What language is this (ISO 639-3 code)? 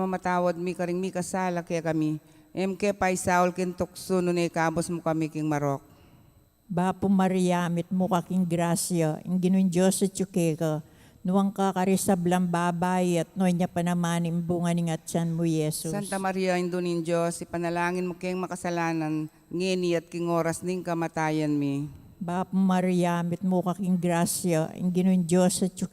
pam